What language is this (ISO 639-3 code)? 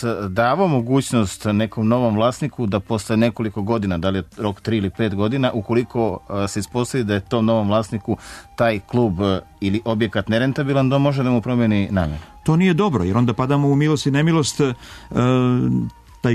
srp